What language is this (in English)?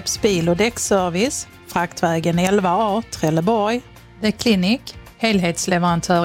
Swedish